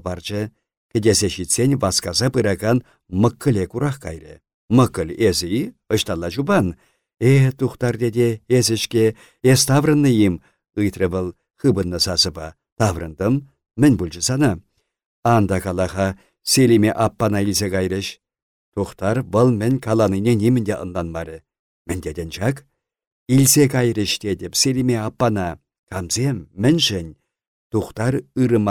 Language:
Chuvash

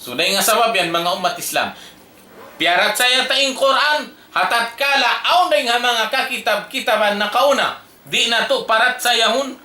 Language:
Tausug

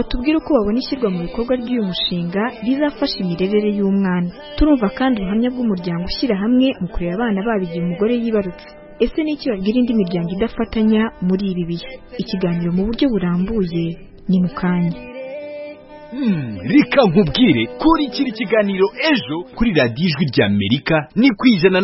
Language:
Kinyarwanda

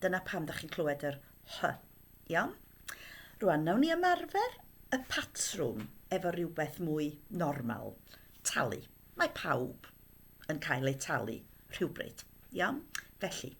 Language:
Welsh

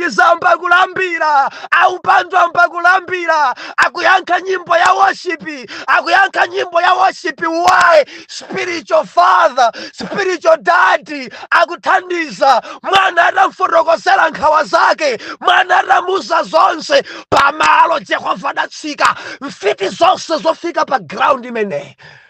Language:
Nyanja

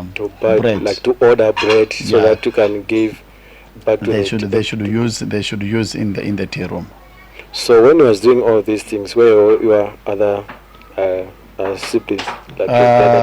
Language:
Nyanja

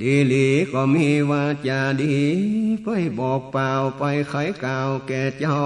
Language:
Northern Thai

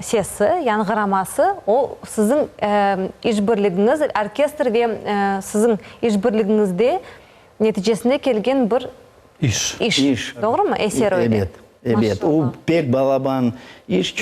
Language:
Crimean Tatar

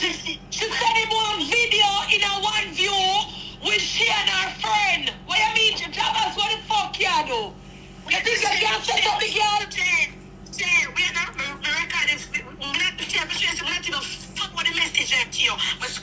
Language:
Jamaican Creole English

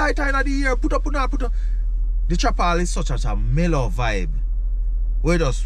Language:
Jamaican Creole English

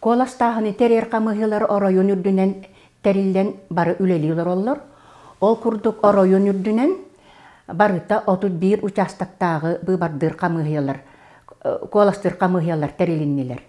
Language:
Yakut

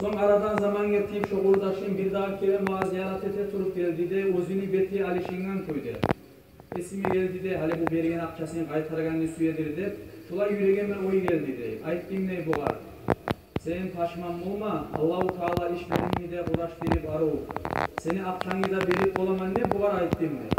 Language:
Kumyk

